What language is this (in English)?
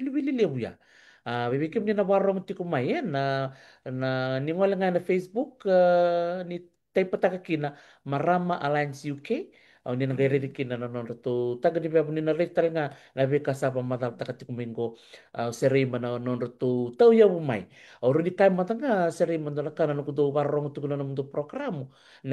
Fijian